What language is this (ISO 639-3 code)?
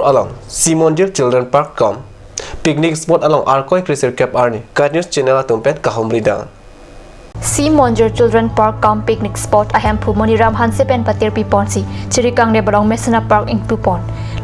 mjw